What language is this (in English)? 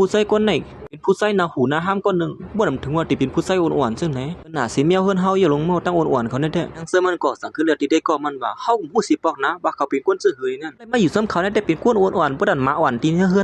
Shan